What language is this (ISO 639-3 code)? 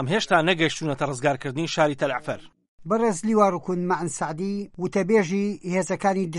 ckb